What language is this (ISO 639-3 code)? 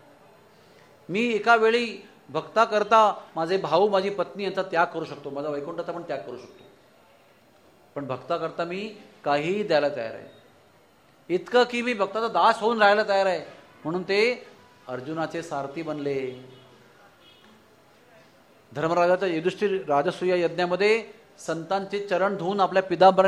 mar